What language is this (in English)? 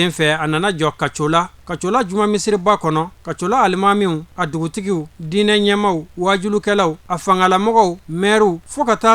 Bambara